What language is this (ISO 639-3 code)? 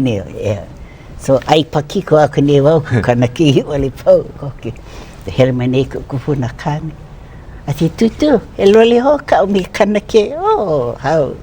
haw